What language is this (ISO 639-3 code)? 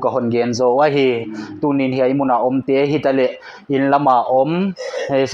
pck